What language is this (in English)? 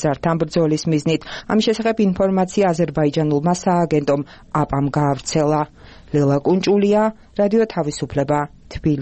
Georgian